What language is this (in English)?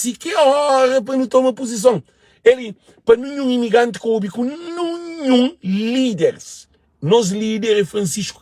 Kabuverdianu